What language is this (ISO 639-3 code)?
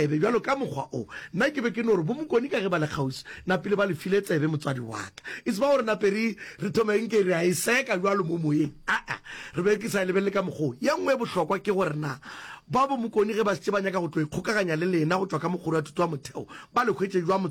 nso